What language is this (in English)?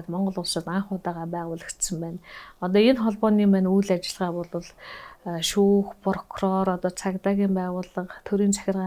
Mongolian